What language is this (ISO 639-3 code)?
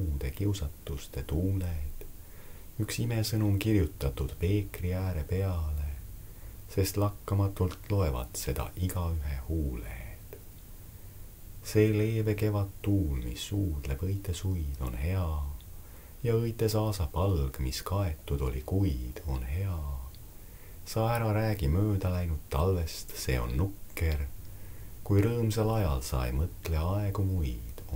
est